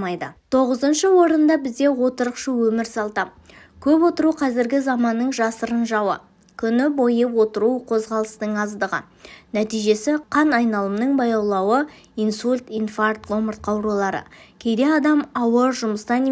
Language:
Kazakh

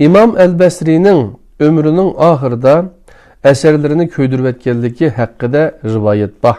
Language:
Uyghur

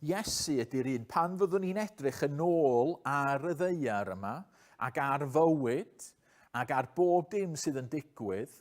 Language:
Welsh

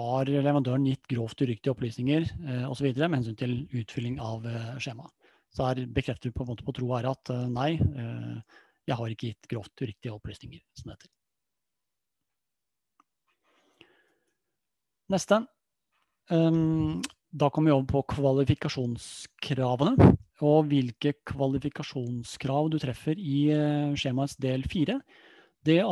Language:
Norwegian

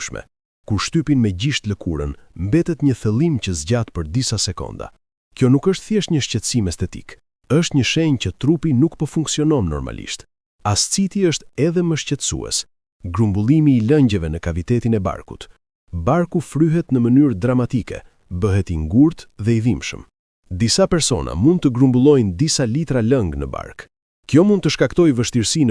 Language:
Albanian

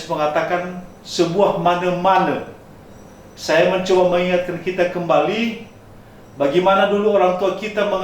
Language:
Nias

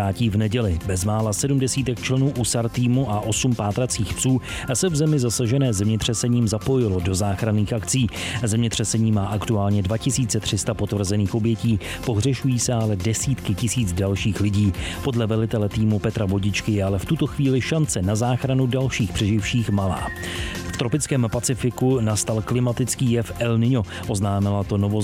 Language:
Czech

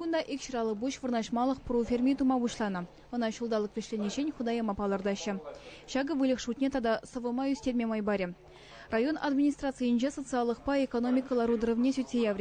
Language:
Chuvash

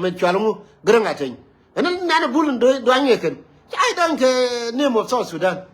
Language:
Nuer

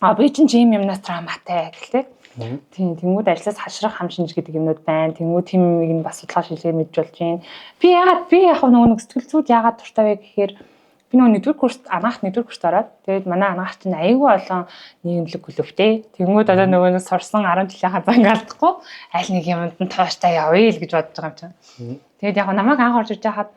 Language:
Mongolian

